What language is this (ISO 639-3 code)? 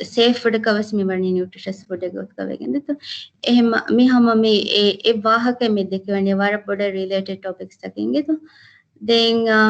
div